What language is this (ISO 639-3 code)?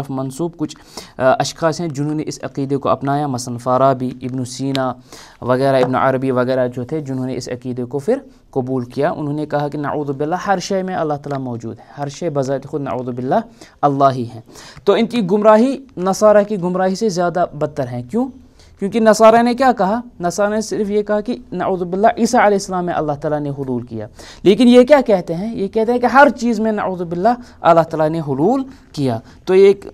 urd